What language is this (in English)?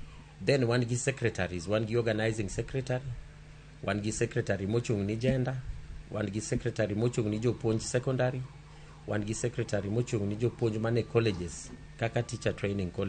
Luo (Kenya and Tanzania)